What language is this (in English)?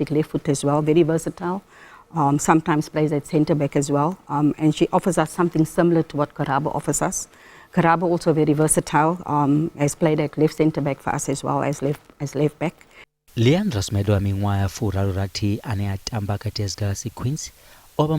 Venda